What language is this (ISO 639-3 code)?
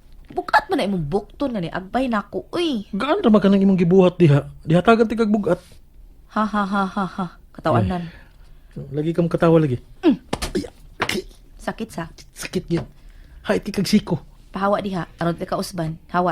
ceb